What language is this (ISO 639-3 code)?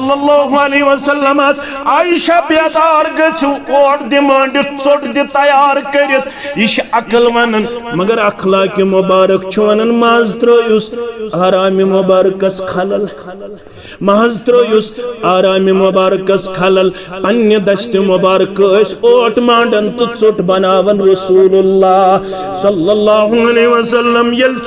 kas